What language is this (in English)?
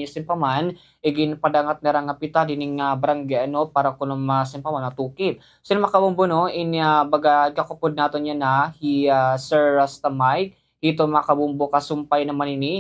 Waray